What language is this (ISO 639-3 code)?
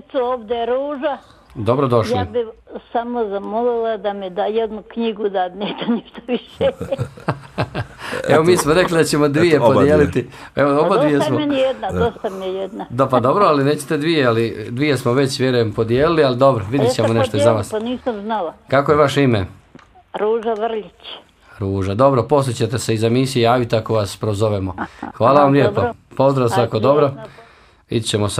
bos